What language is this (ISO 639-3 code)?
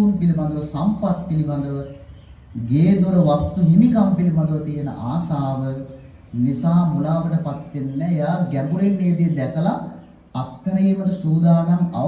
sin